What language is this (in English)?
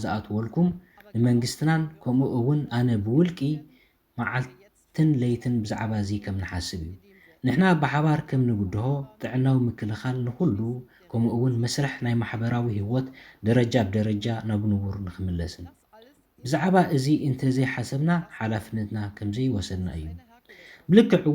Tigrinya